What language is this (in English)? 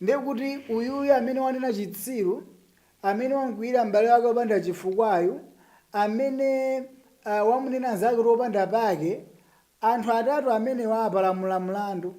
Nyanja